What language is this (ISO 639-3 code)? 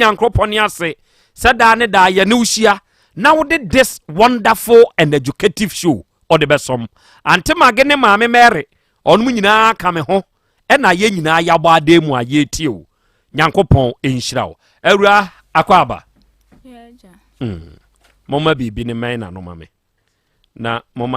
aka